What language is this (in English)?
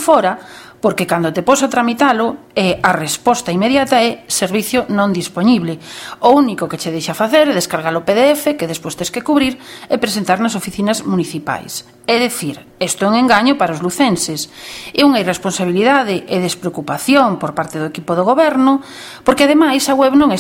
Galician